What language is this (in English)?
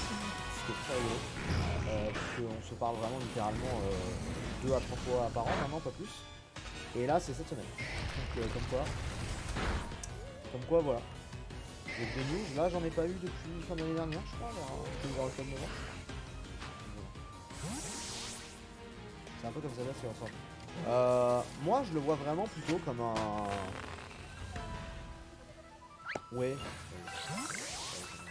French